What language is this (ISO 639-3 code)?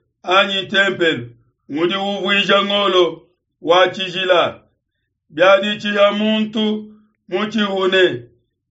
lua